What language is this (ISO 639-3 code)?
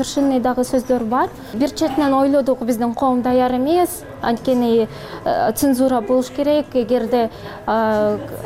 kir